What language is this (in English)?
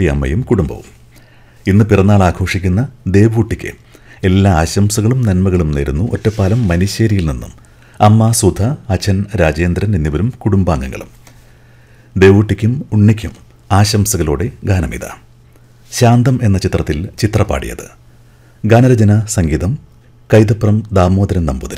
Malayalam